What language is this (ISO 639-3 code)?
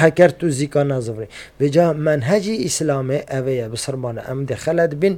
kur